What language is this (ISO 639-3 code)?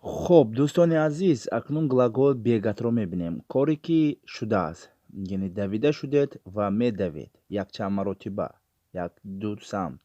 tgk